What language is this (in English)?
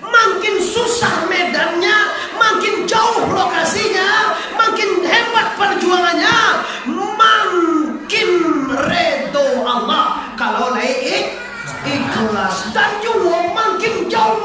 Minangkabau